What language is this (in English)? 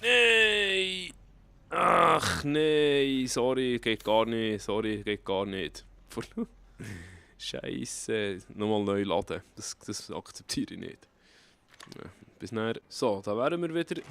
Swiss German